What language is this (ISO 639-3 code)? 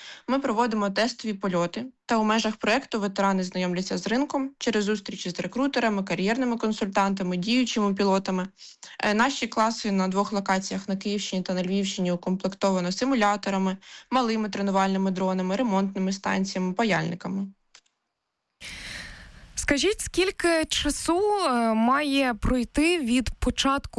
ukr